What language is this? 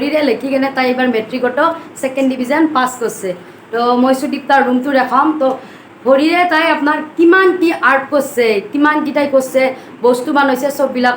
Assamese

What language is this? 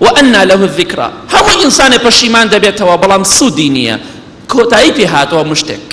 Central Kurdish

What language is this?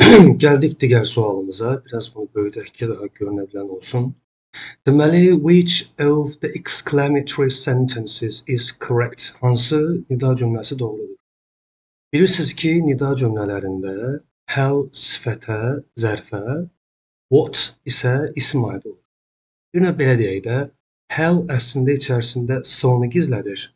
Azerbaijani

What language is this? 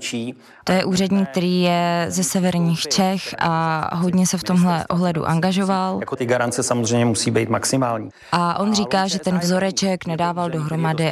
Czech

